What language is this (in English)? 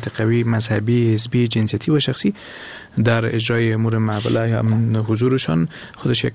Persian